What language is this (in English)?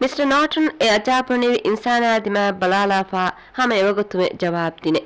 Divehi